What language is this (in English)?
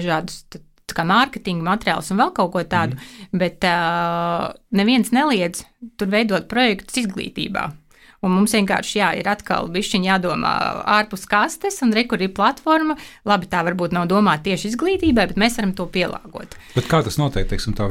Latvian